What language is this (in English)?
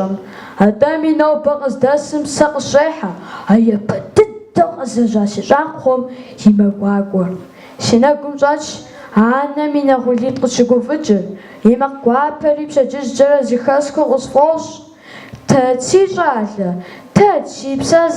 Kabardian